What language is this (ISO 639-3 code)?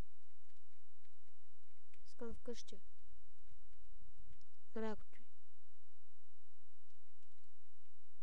bul